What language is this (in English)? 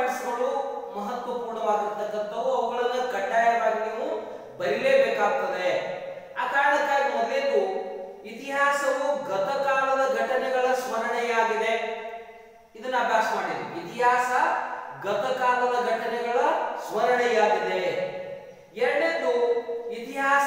Kannada